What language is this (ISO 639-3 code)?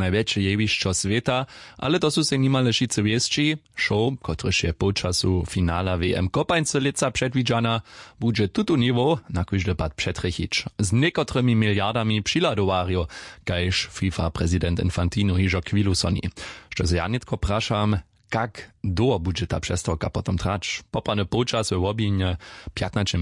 hsb